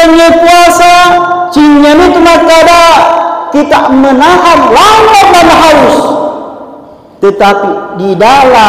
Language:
Buginese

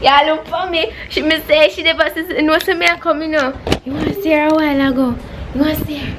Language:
Jamaican Creole English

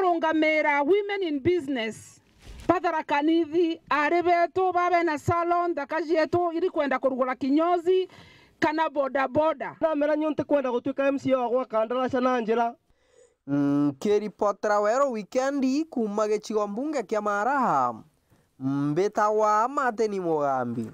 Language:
Meru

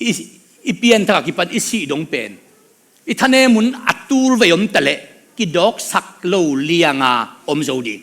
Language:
Tedim Chin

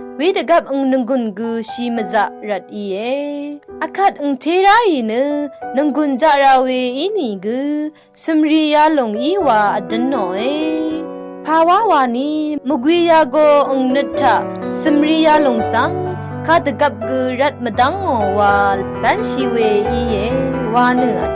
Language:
Rawang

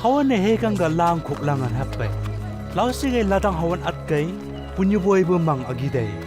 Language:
Chang Naga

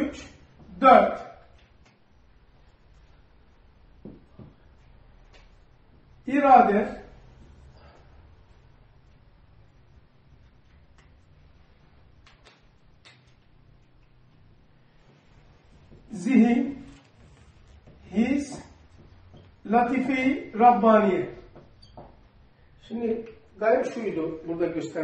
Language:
Turkish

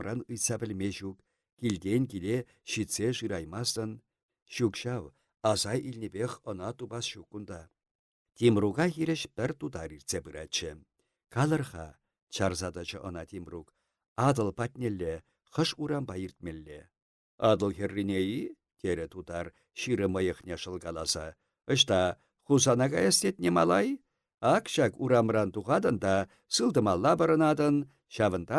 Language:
Chuvash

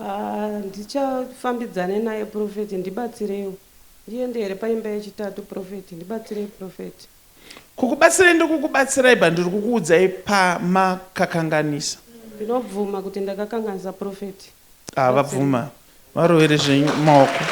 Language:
Shona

